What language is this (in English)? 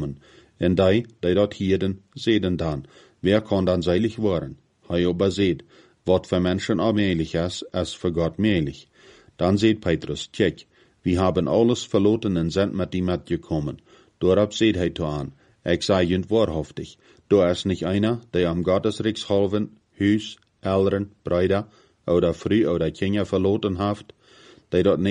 Plautdietsch